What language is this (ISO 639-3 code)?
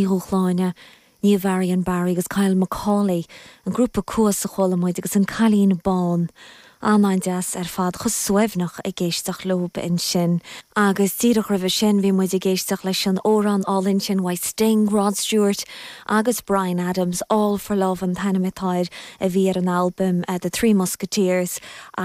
gle